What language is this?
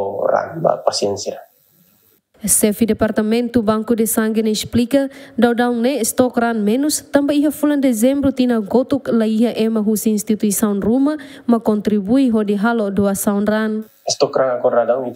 Tetum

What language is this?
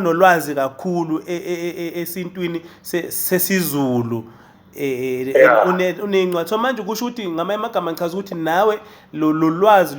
Zulu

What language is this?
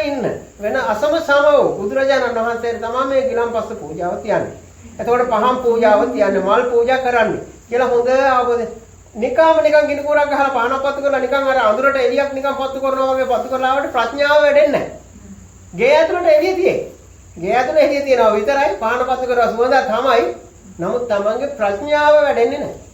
Sinhala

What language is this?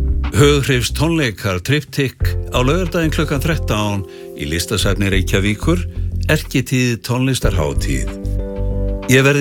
Icelandic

